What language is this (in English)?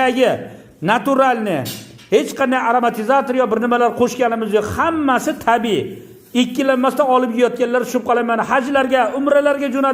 Uzbek